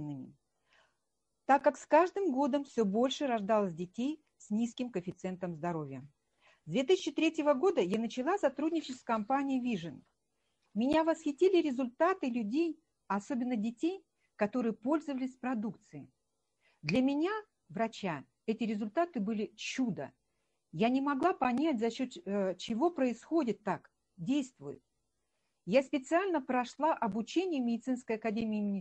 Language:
Russian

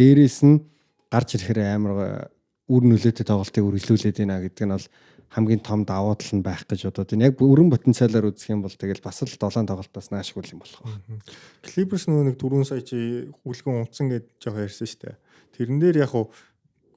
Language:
Mongolian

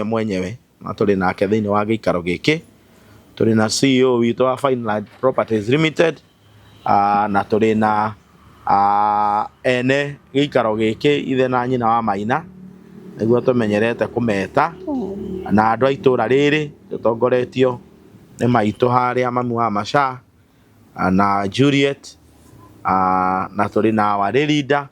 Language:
Kikuyu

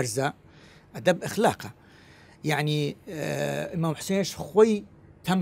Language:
Southern Kurdish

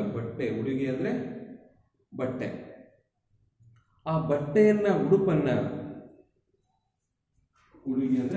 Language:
Kannada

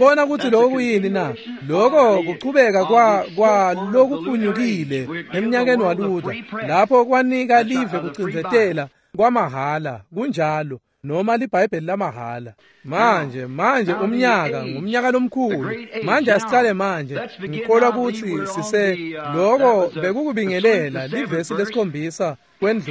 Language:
Swati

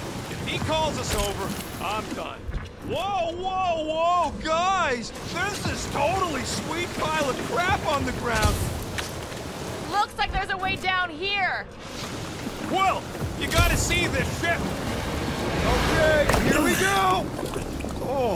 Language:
English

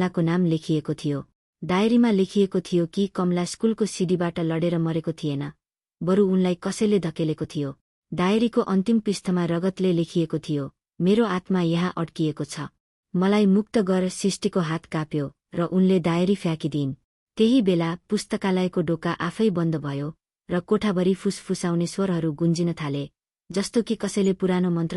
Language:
Nepali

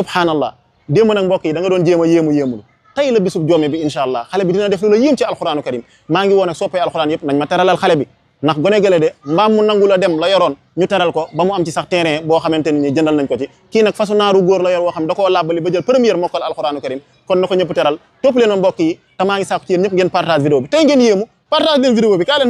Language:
Wolof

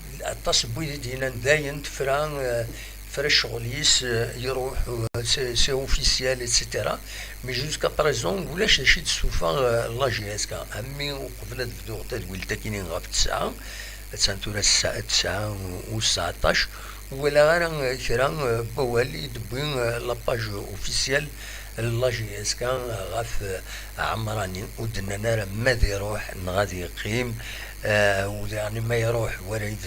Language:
Kabyle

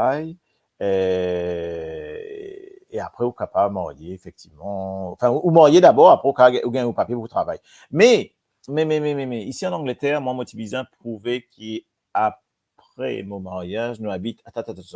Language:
Morisyen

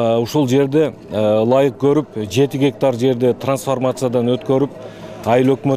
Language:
Kyrgyz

